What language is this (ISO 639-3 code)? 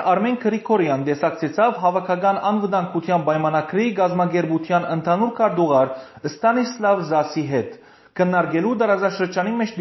hyw